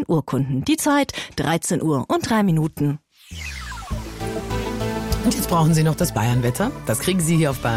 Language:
German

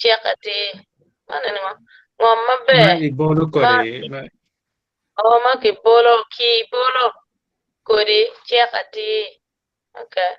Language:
Acoli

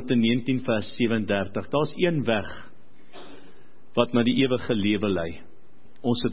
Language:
Afrikaans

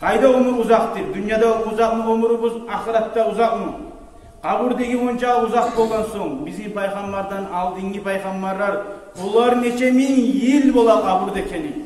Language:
Kumyk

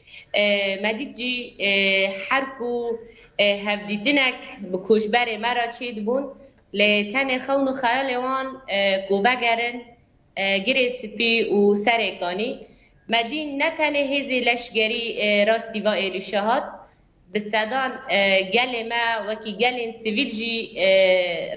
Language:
Kurdish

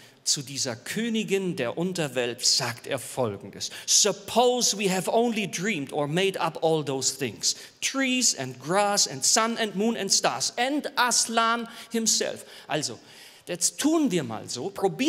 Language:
Swiss German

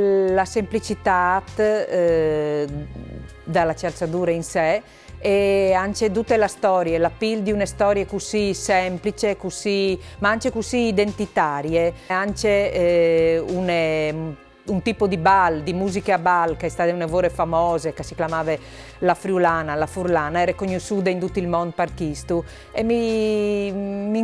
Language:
Friulian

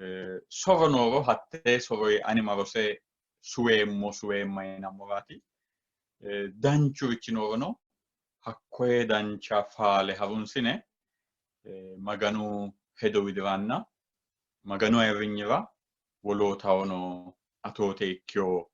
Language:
Sidamo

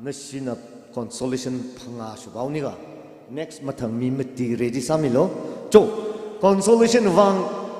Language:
Tangkhul Naga (India)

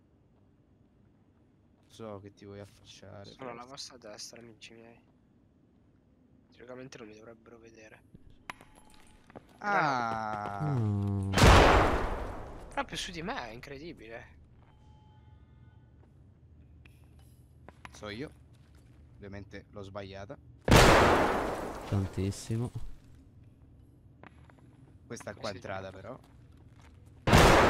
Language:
Italian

